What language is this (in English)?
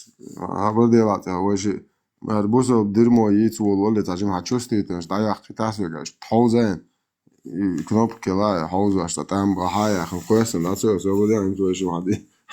Chechen